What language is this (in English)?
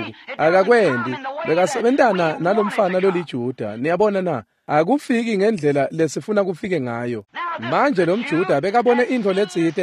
Swati